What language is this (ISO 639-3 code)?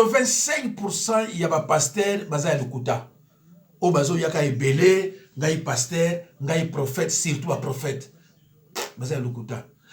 lin